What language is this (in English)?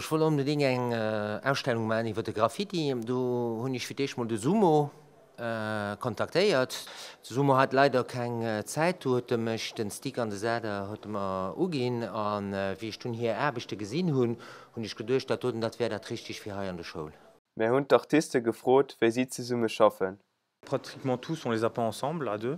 Luxembourgish